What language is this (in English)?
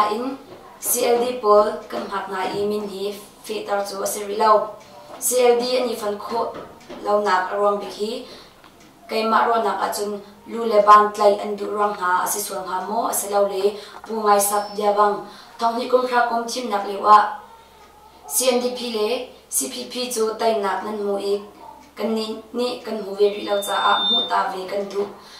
Hakha Chin